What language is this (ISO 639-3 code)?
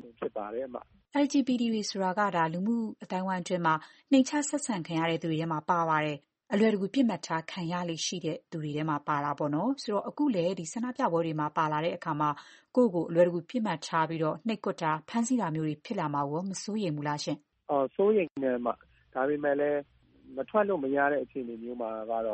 mya